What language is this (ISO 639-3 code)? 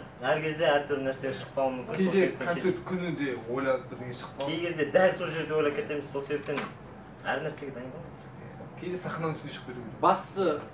kir